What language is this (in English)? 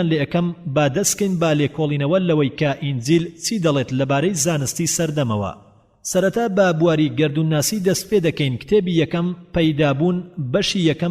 Central Kurdish